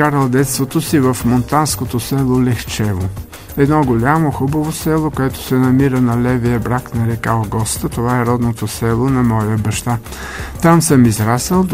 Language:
Bulgarian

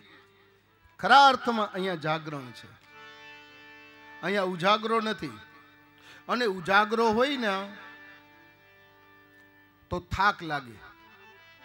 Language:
Gujarati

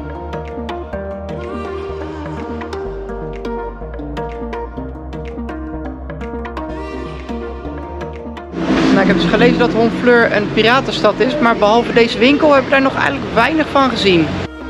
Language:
Dutch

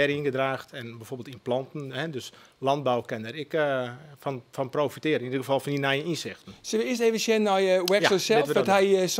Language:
Western Frisian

